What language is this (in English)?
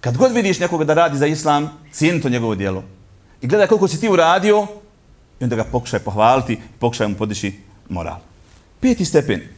Bosnian